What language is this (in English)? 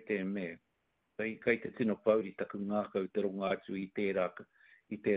Māori